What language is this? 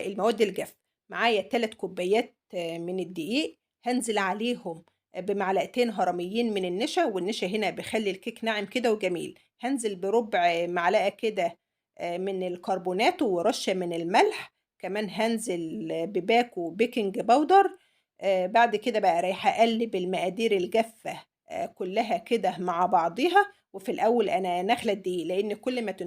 Egyptian Arabic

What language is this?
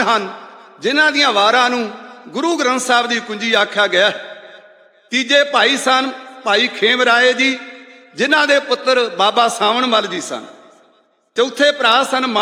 Punjabi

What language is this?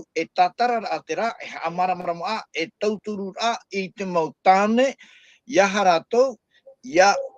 Tahitian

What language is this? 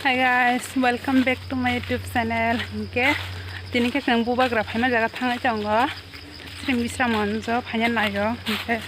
Kok Borok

